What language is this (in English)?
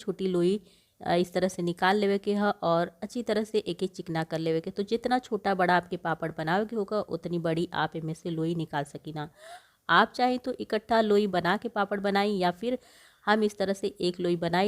Bhojpuri